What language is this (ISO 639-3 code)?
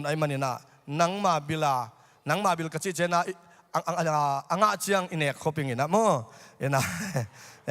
ctd